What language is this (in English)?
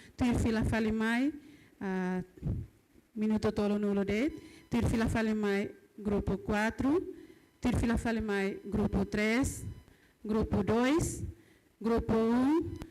Tetum